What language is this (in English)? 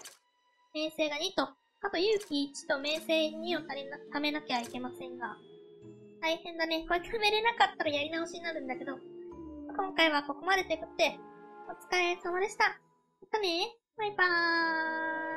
Japanese